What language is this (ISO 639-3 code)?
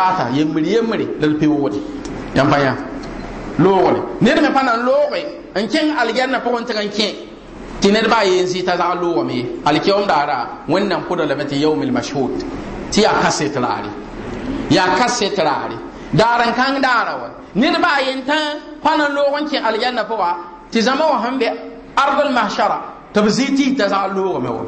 mos